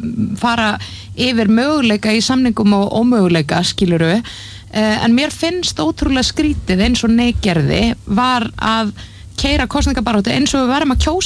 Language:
Icelandic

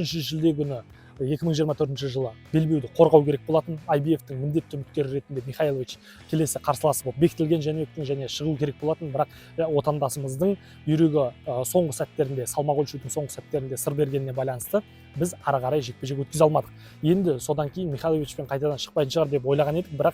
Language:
Kazakh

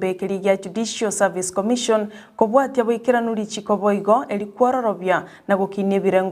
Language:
Gusii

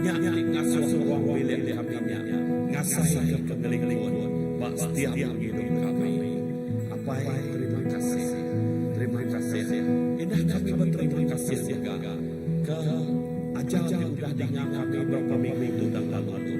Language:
Iban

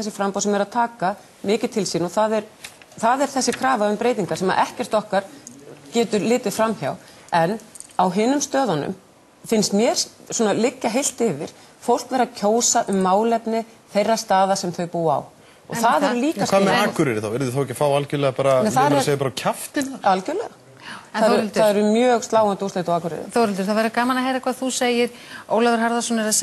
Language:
Icelandic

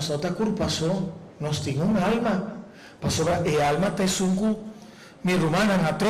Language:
Papiamento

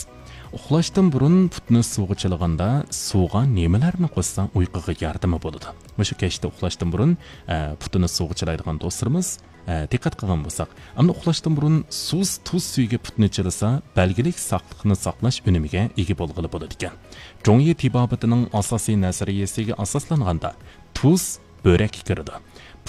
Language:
Uyghur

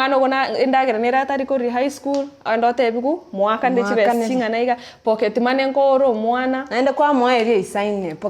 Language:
Gusii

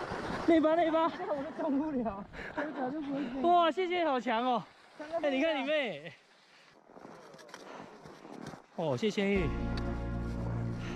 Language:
Chinese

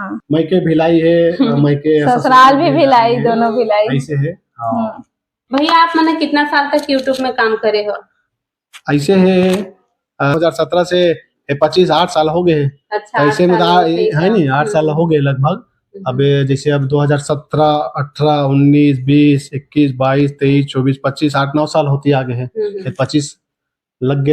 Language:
Chhattisgarhi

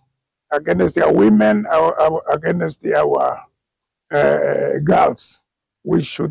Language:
Kamba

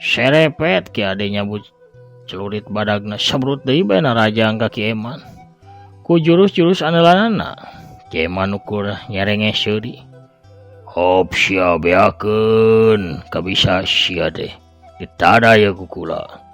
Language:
Sundanese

